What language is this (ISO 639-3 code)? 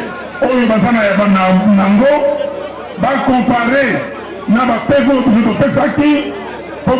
lin